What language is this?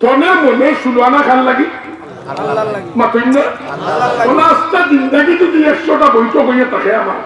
Sylheti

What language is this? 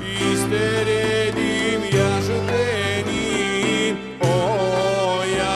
Crimean Tatar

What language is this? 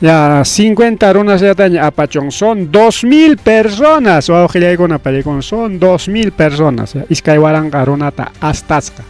Ayacucho Quechua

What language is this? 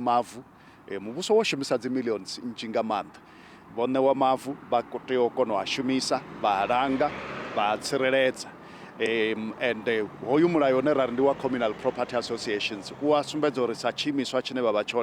Venda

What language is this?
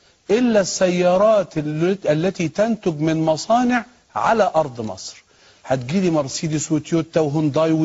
Egyptian Arabic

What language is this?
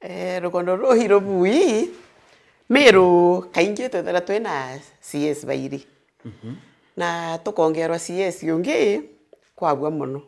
Meru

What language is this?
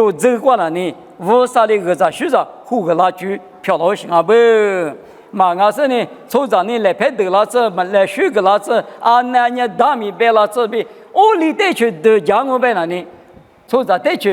Lisu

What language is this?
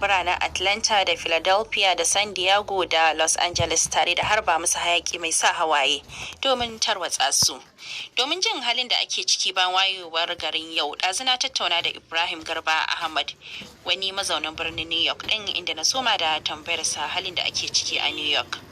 Hausa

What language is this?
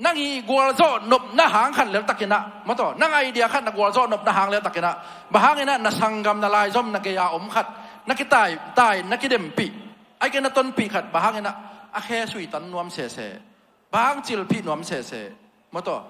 Tedim Chin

